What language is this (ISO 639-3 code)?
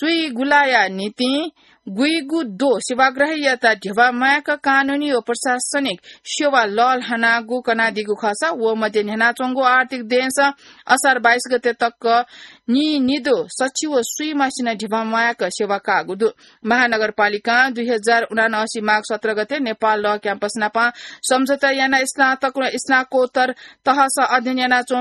new